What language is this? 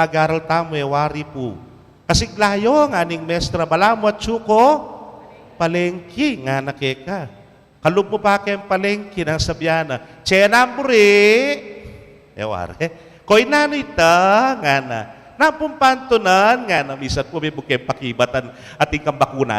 Pampanga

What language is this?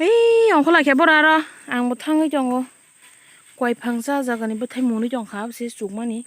Kok Borok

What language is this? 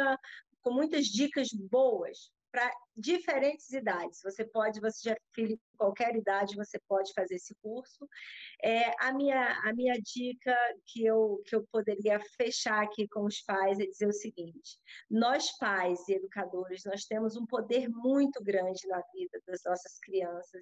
Portuguese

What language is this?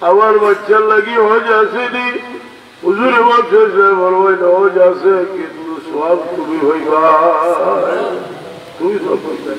Sylheti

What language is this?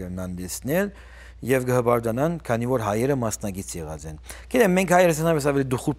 Western Armenian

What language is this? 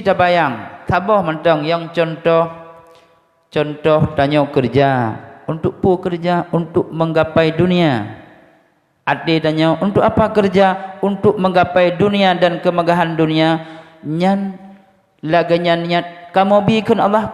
Achinese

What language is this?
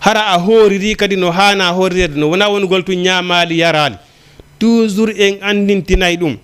Fula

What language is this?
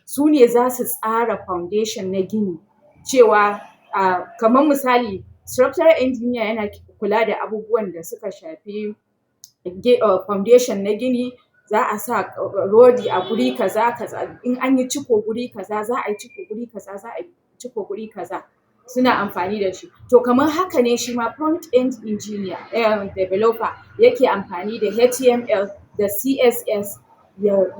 Hausa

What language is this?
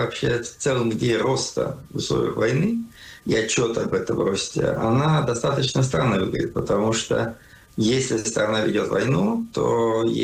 Russian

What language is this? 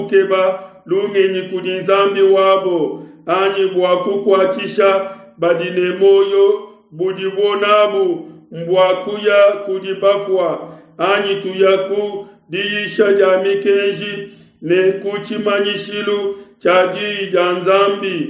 Luba-Lulua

